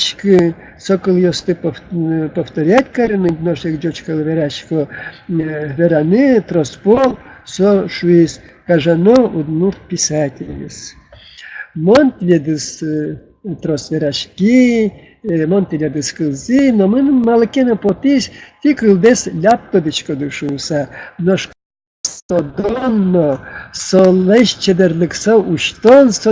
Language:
Udmurt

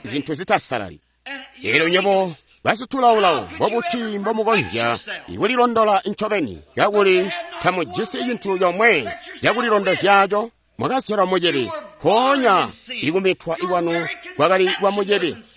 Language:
Tonga (Zambia)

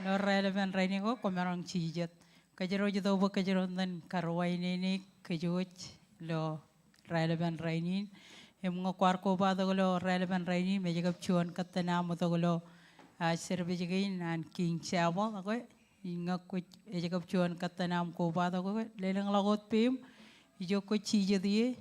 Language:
Marshallese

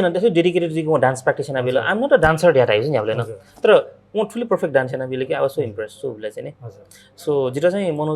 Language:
Newari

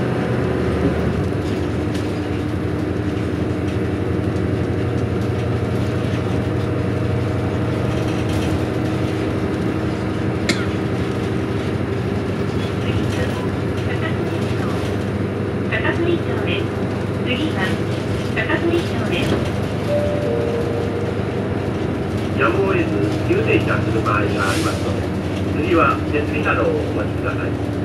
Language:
Japanese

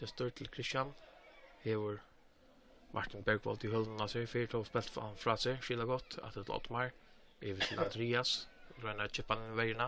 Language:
Faroese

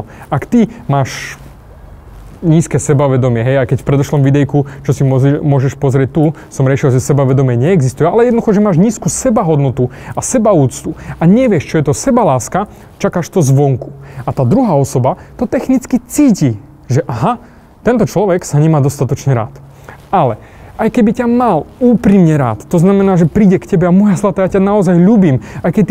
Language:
Slovak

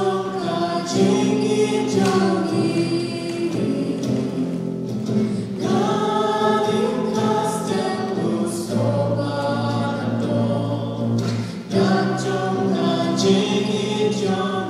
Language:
Khasi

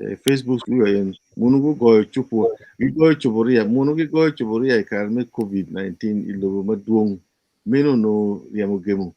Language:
Acoli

